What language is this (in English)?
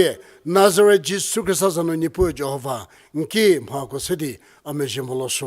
Angami Naga